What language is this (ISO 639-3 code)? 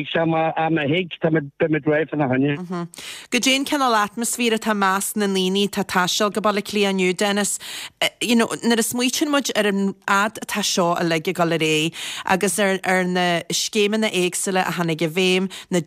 gle